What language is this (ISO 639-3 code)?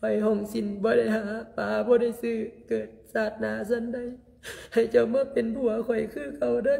lao